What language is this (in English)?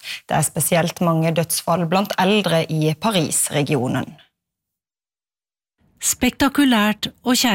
Norwegian